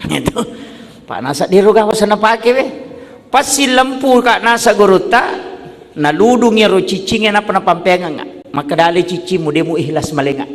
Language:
Buginese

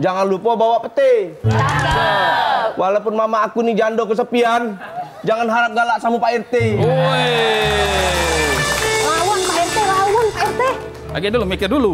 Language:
Musi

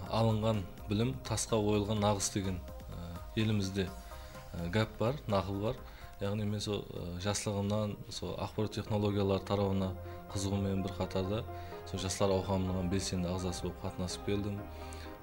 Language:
Kara-Kalpak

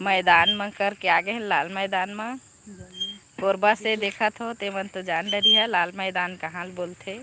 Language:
Chhattisgarhi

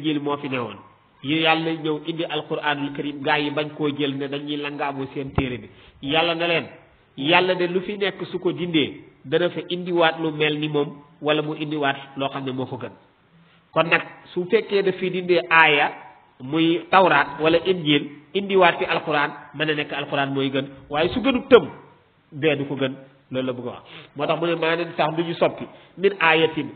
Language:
Wolof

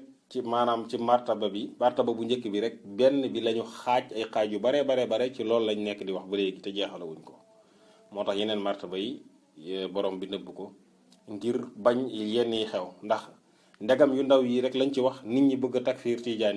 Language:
Wolof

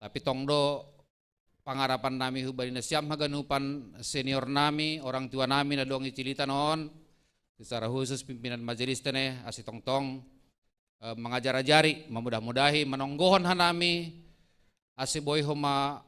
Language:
Batak Simalungun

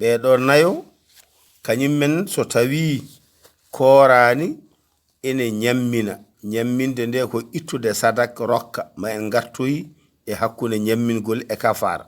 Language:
Fula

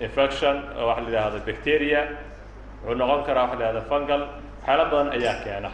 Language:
Somali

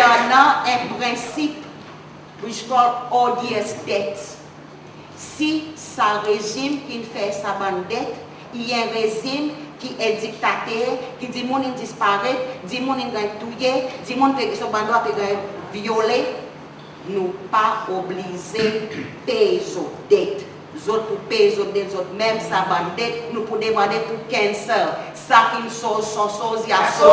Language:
Seselwa Creole French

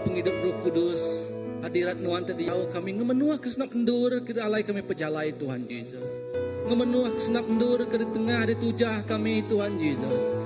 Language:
Iban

